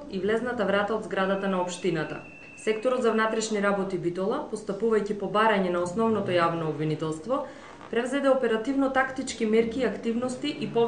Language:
Macedonian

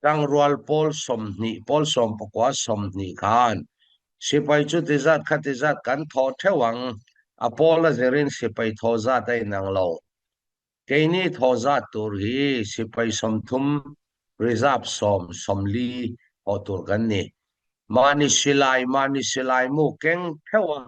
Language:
Falam Chin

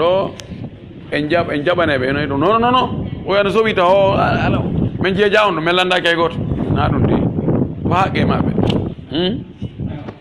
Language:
Pular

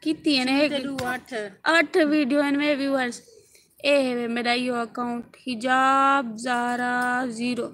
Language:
Saraiki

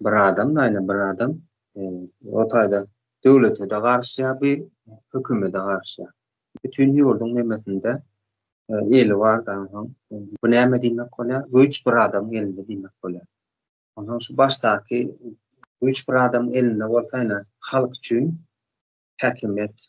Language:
Turkmen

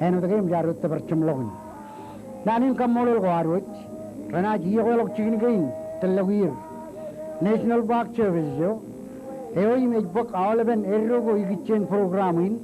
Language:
Marshallese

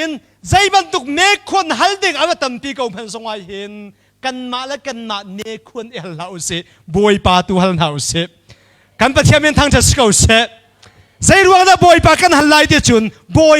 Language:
Hakha Chin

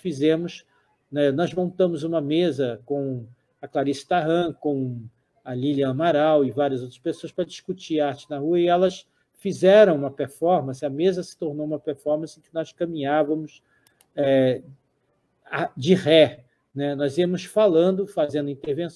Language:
Portuguese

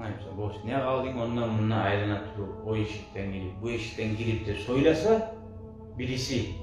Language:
Kumyk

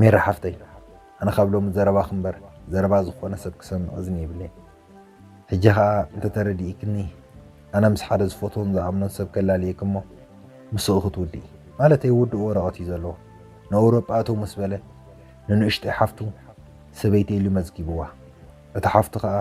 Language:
Tigrinya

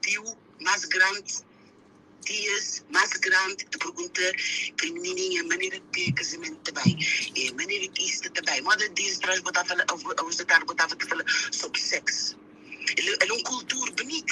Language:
Kabuverdianu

